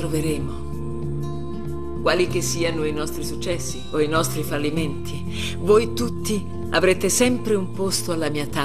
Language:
Italian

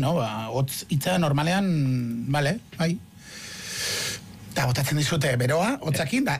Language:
Basque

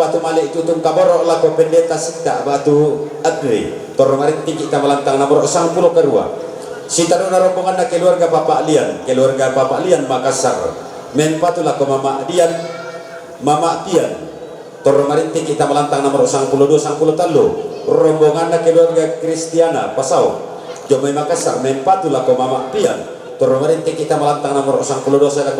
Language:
Toraja-Sa'dan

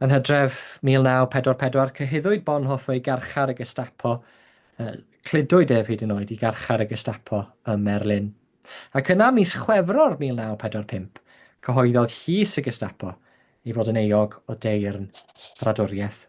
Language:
Welsh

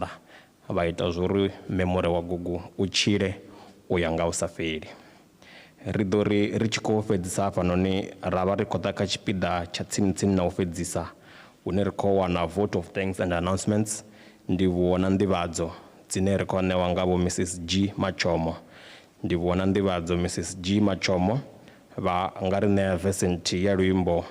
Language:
Venda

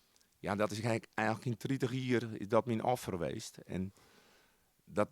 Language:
Western Frisian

